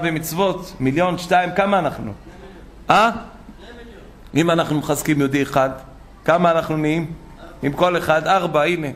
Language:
Hebrew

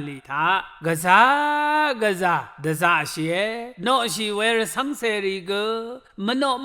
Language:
Rawang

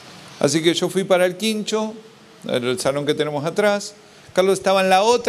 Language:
Spanish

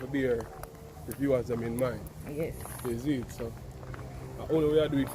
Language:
Jamaican Creole English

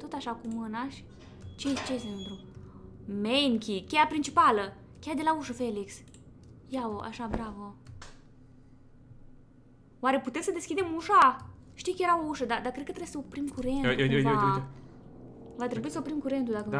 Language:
Romanian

